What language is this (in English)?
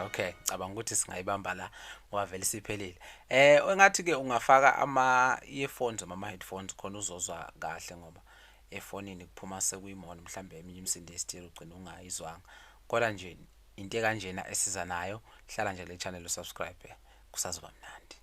Zulu